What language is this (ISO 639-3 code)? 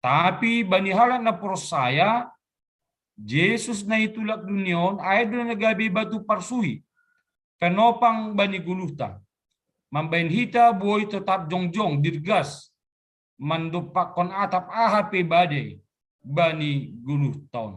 bts